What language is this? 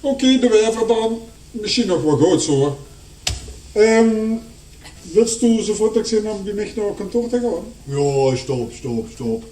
Limburgish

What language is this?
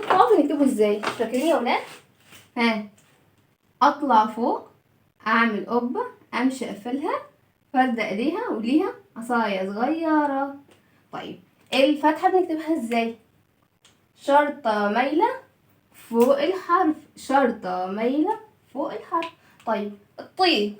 Egyptian Arabic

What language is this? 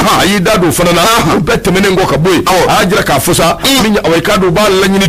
Bambara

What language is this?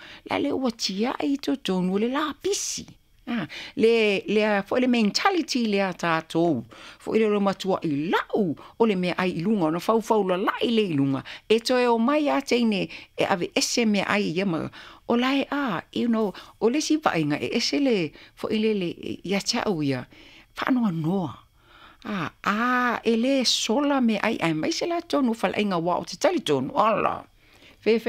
Samoan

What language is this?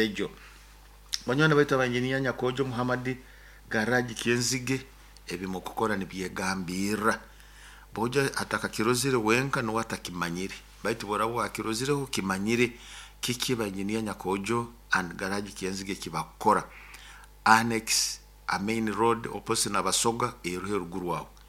Nyoro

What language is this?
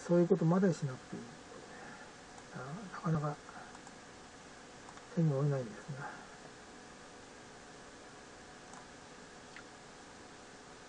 Japanese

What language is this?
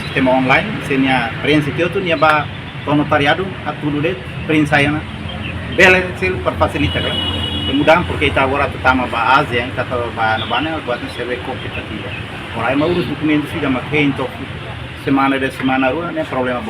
Tetum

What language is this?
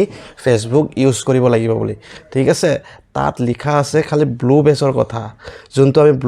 Assamese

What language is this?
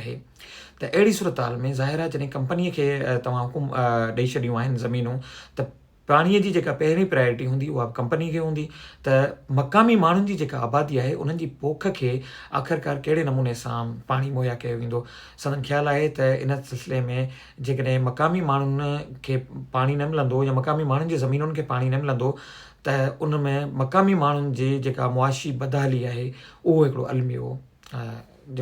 Sindhi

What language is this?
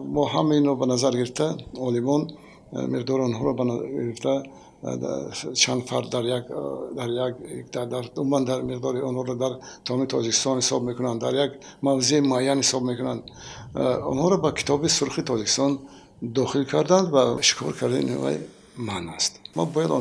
Tajik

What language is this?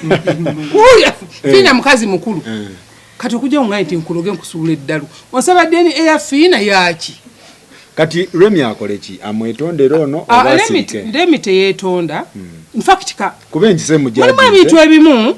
Ganda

